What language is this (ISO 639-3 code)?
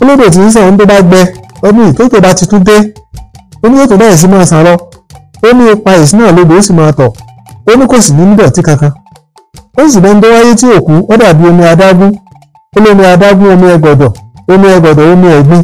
yor